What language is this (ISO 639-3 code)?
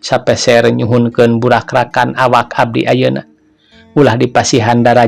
sun